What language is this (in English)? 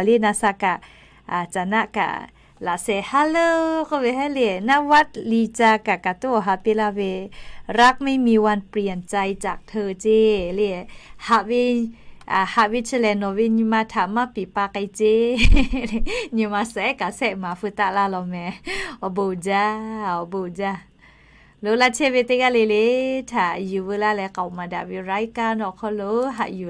Lahu